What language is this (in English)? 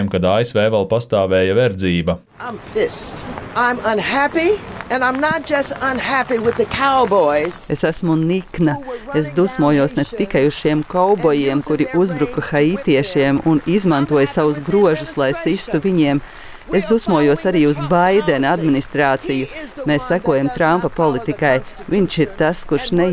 Latvian